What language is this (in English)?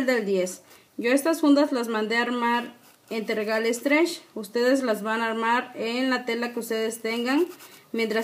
Spanish